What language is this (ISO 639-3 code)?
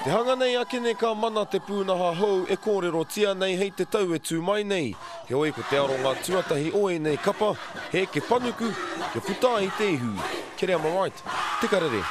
mri